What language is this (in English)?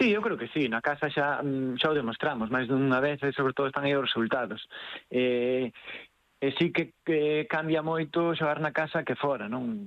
Galician